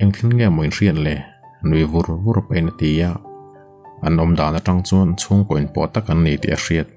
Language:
Mizo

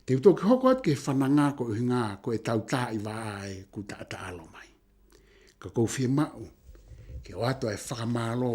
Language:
Tongan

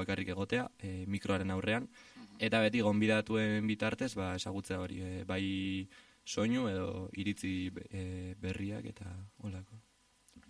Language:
Basque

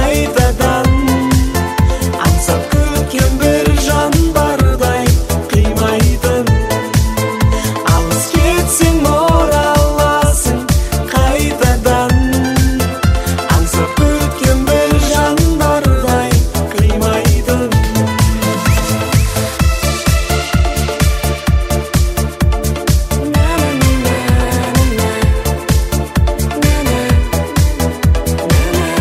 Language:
Kazakh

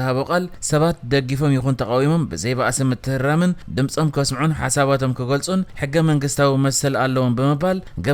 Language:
Tigrinya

